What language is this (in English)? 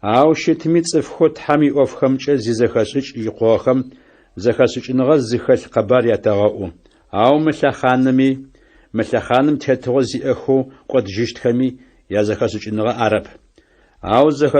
Adyghe